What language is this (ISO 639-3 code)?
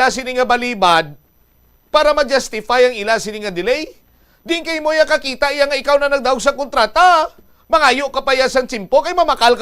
hil